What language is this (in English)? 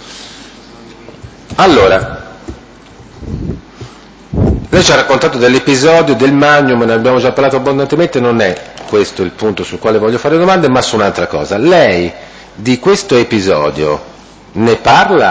Italian